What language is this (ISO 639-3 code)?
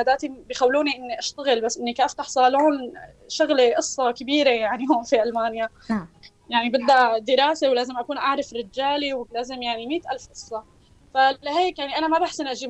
apc